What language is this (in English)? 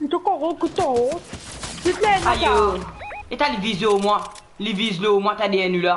Morisyen